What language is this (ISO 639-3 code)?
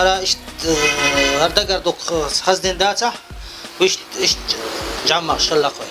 che